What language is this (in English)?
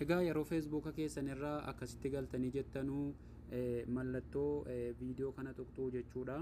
Oromo